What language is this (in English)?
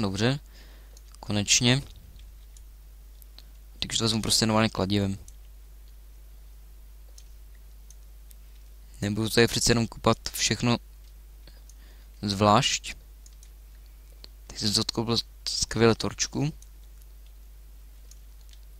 Czech